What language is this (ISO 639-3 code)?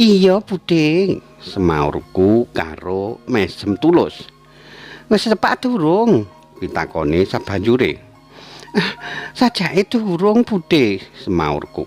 jav